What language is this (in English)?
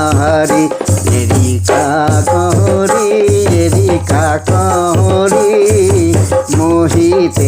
Sadri